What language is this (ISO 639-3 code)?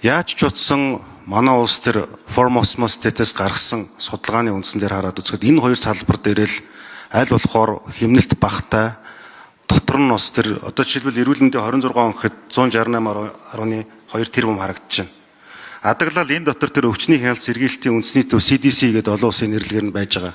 mon